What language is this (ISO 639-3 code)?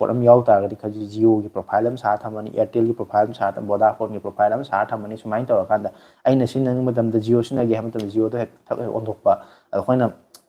mni